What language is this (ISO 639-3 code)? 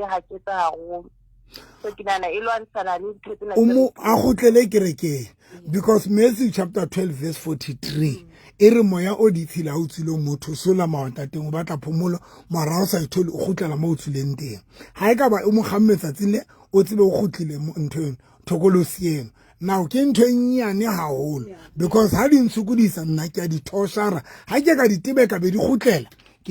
sot